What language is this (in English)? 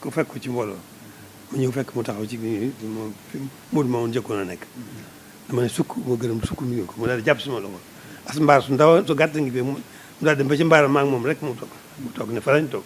Wolof